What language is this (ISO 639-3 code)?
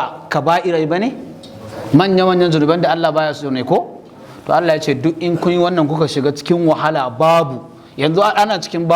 hau